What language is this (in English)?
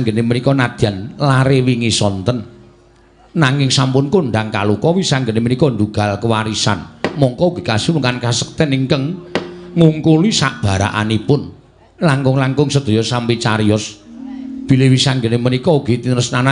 Javanese